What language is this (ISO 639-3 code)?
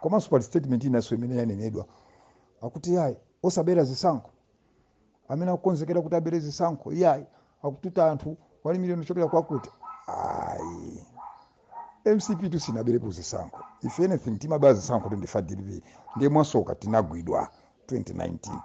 nya